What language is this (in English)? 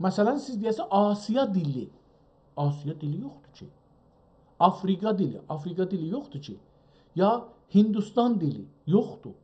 South Azerbaijani